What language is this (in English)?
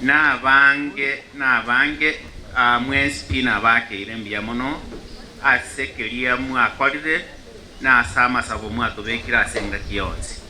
Gusii